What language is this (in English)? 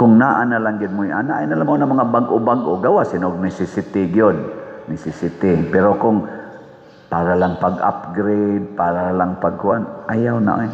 Cebuano